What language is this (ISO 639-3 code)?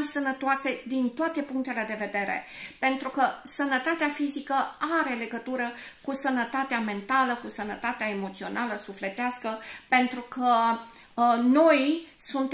ron